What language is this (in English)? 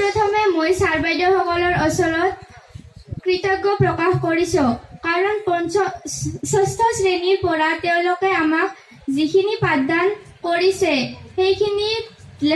Assamese